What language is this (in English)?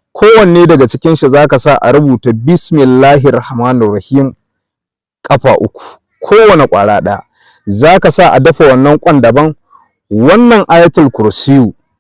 Hausa